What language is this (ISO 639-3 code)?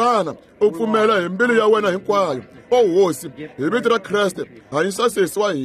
tso